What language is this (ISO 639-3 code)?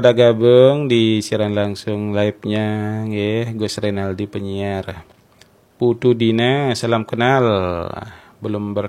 ban